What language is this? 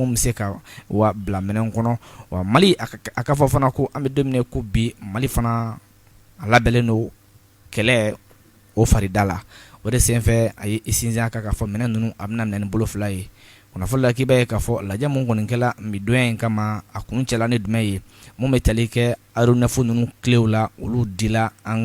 Bambara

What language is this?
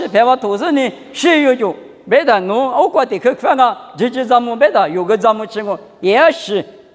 Lisu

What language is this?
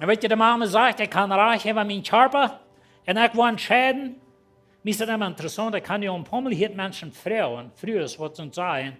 Plautdietsch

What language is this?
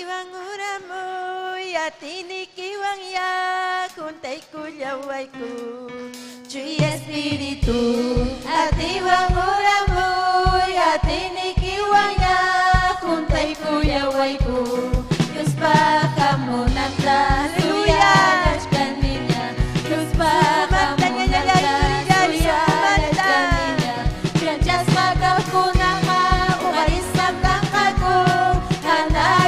Ayacucho Quechua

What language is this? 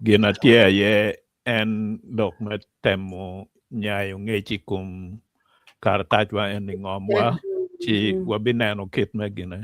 Acoli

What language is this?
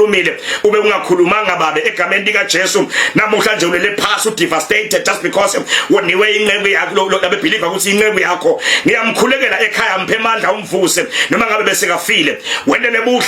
Zulu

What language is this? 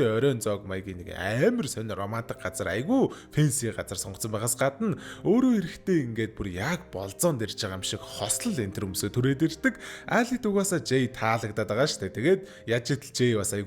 Mongolian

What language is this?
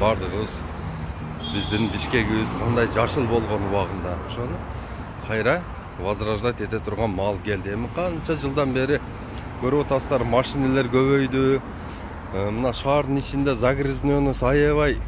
Kyrgyz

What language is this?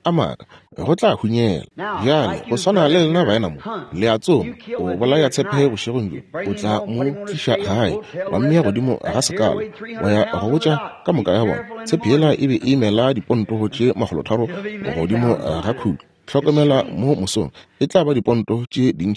Northern Sotho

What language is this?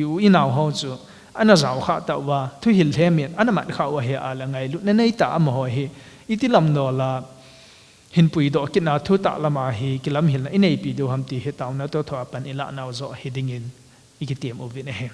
Thado Chin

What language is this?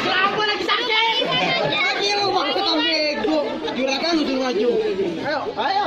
Betawi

